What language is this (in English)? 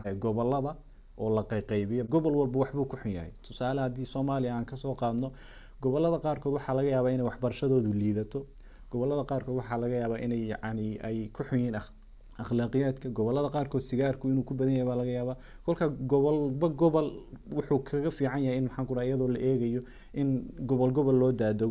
Somali